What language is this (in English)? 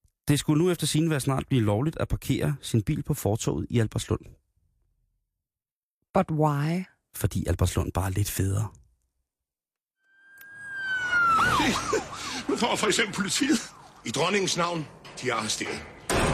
Danish